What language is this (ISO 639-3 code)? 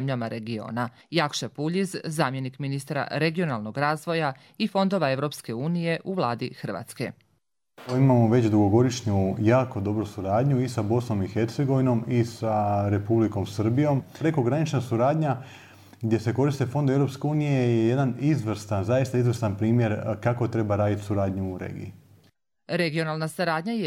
srp